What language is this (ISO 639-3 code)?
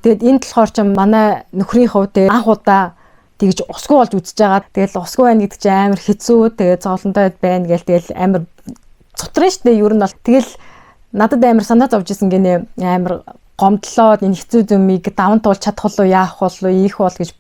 mon